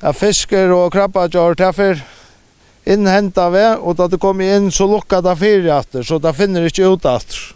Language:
Faroese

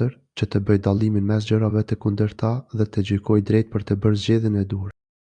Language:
Albanian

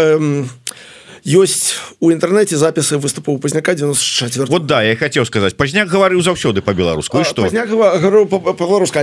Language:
Belarusian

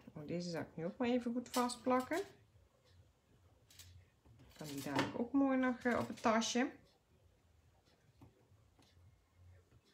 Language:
Dutch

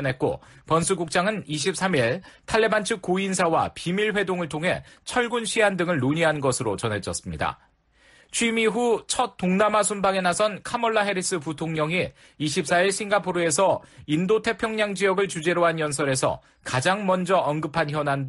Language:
Korean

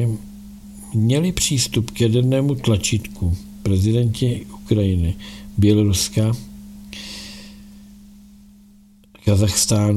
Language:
Czech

